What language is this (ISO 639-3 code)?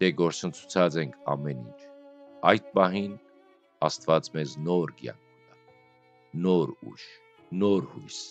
hyw